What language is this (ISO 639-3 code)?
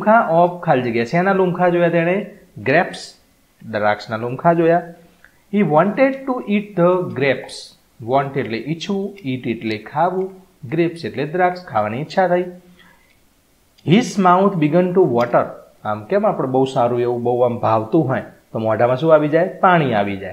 guj